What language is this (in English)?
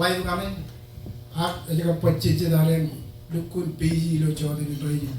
Marshallese